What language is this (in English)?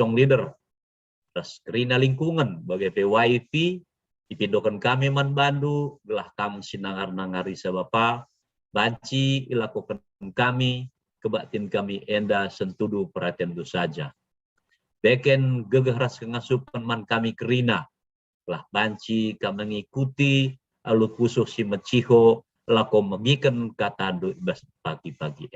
Batak Karo